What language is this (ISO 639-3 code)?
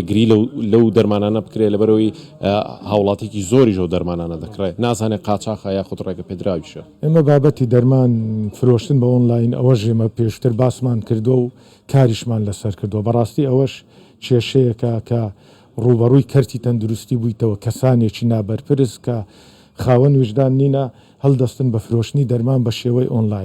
ckb